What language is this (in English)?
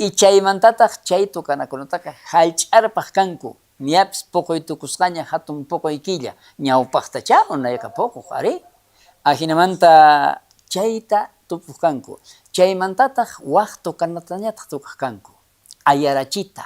South Bolivian Quechua